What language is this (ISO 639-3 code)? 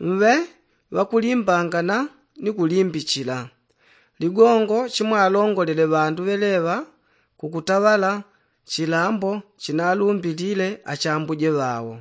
yao